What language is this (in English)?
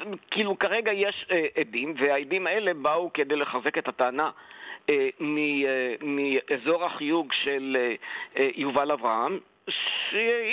Hebrew